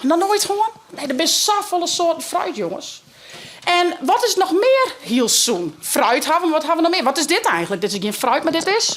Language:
Western Frisian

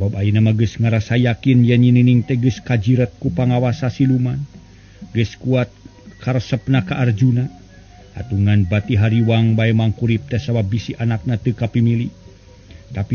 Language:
Sundanese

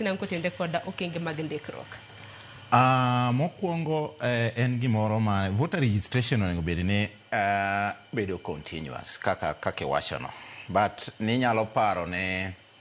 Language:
Luo (Kenya and Tanzania)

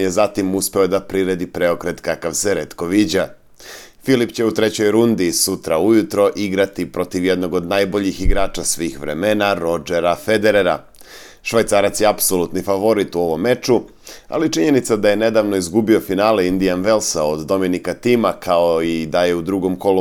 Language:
Serbian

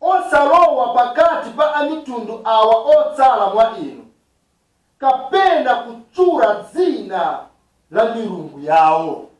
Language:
Nyanja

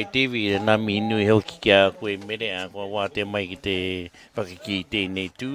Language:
Māori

